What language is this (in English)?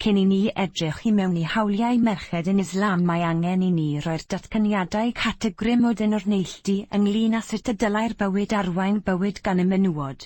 Welsh